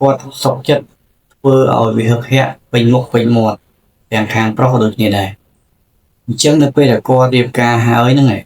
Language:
Khmer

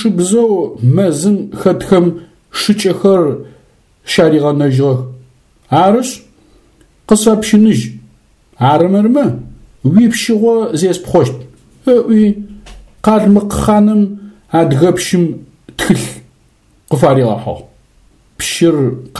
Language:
Adyghe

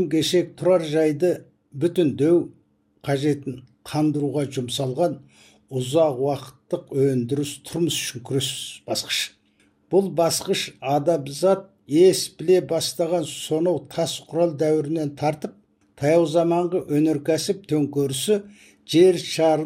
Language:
Kazakh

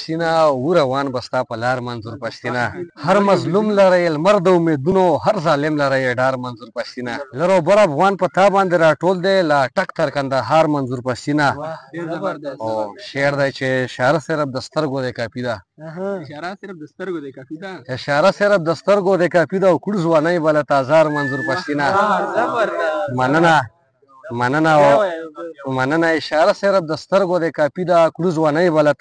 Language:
Pashto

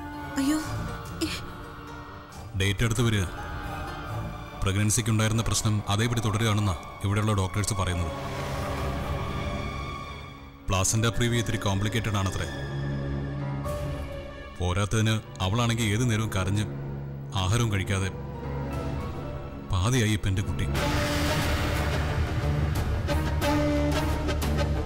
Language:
Malayalam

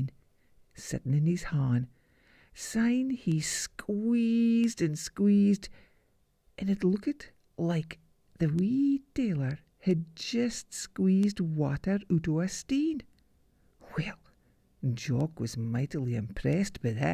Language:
Scots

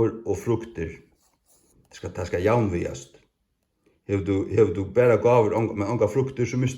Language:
Faroese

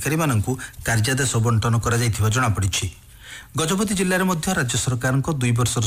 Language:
Odia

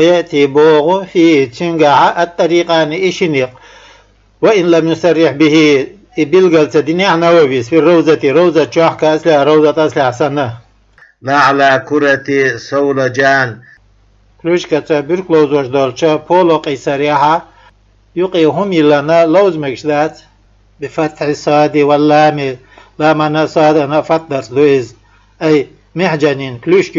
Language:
Chechen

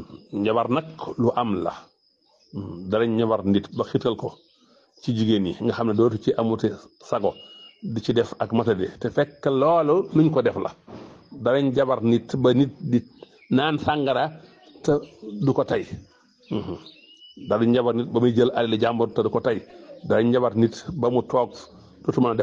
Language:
Wolof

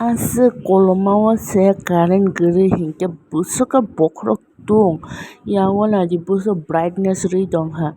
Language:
Kok Borok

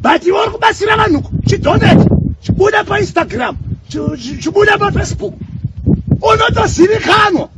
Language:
Shona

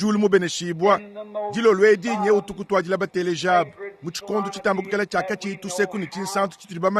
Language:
Luba-Lulua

